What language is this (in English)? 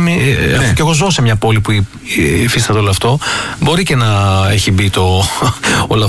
Greek